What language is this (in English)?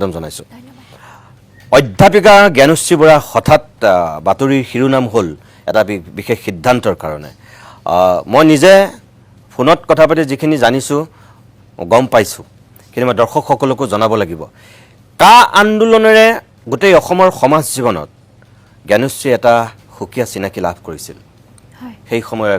Assamese